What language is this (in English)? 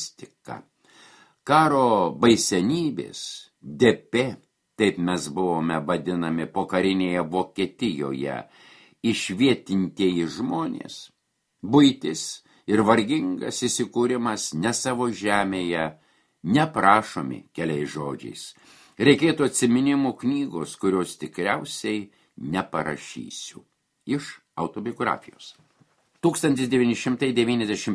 Lithuanian